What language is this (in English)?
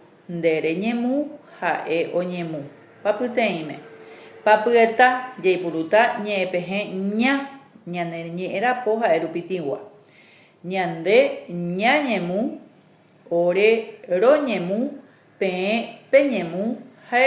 Guarani